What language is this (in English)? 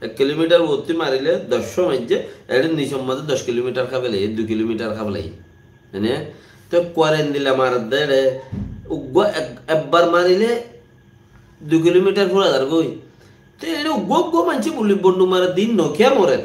Rohingya